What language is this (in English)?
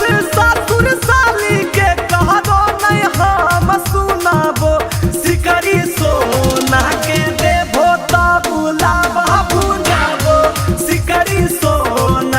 Magahi